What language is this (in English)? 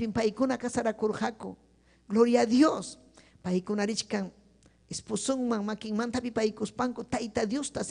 Ayacucho Quechua